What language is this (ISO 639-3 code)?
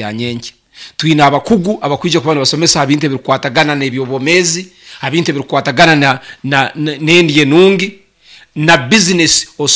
nyo